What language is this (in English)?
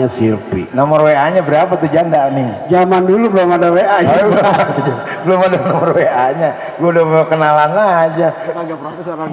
Betawi